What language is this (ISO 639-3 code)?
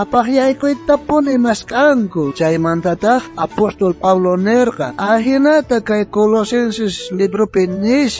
quh